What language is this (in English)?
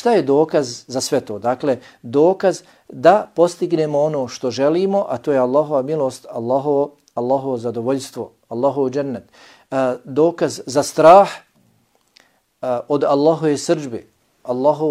Bosnian